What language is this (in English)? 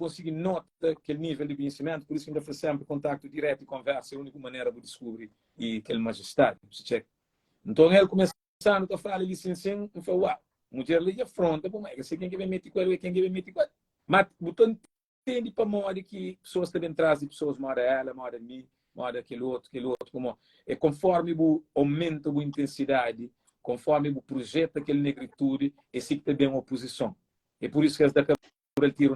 Kabuverdianu